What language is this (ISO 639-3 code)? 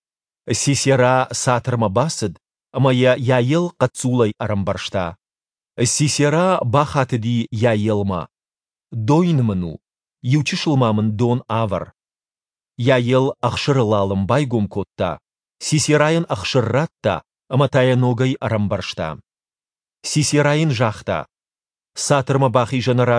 oss